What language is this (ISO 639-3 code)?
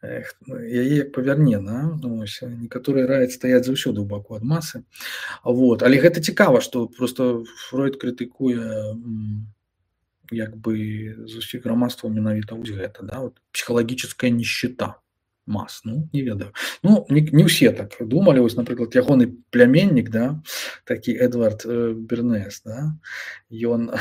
bel